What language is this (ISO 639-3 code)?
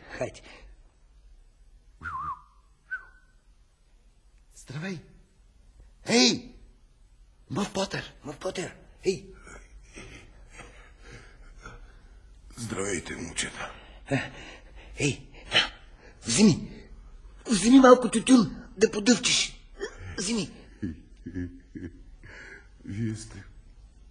bul